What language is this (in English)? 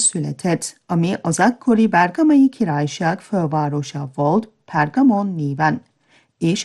Hungarian